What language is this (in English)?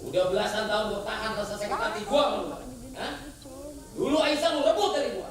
Betawi